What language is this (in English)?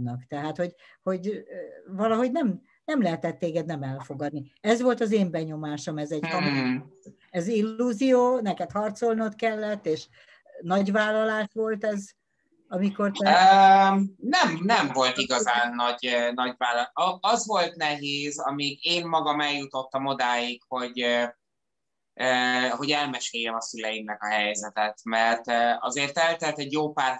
Hungarian